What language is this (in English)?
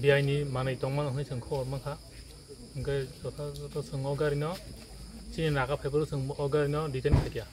Kok Borok